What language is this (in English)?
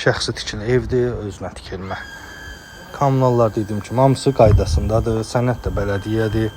Azerbaijani